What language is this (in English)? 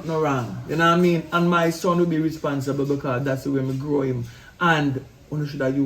Jamaican Creole English